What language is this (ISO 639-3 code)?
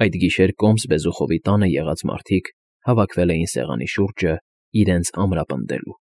hye